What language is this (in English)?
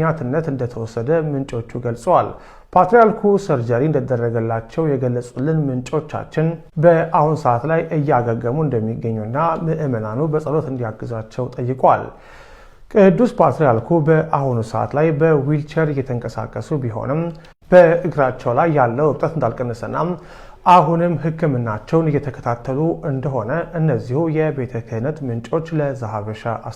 Amharic